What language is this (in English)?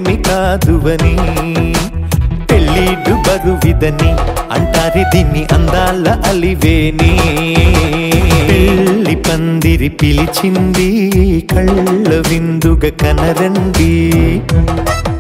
Telugu